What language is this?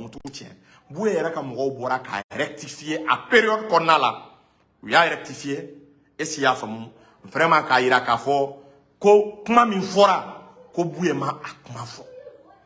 Bambara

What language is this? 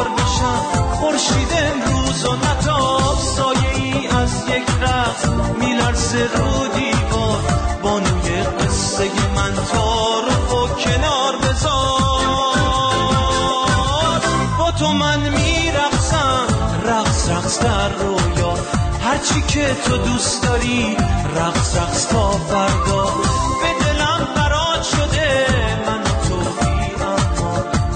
Persian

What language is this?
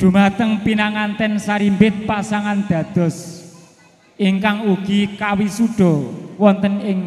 Javanese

